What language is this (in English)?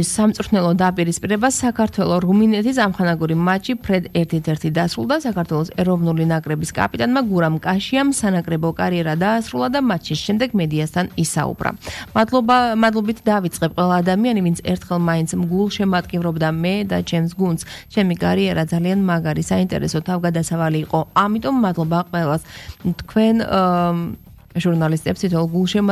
Georgian